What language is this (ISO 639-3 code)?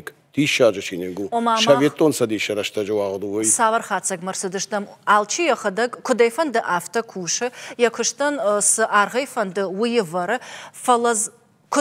oss